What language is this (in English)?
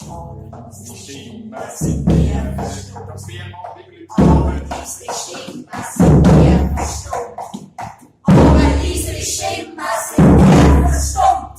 Swiss German